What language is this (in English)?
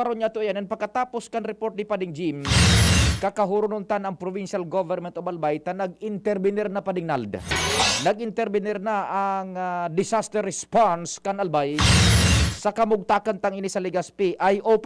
Bikol